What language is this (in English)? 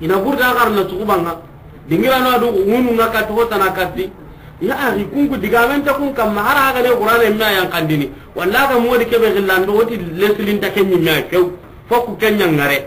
Soninke